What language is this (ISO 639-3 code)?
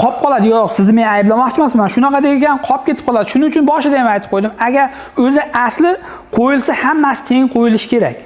uzb